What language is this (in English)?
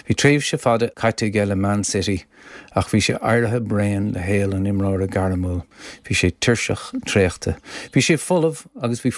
Irish